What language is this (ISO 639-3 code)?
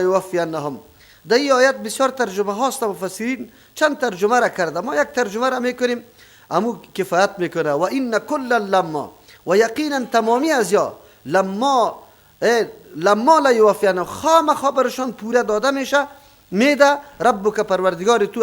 fas